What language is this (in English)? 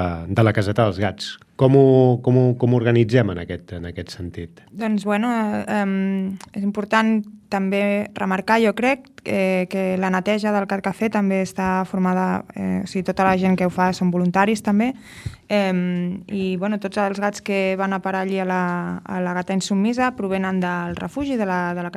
Catalan